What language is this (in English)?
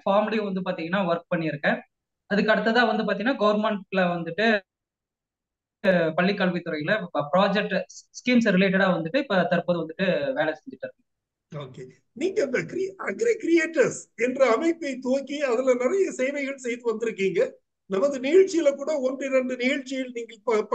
Tamil